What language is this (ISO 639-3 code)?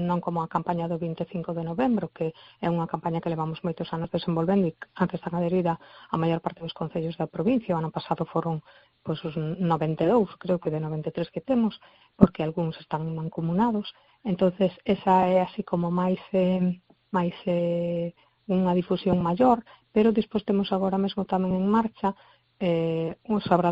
glg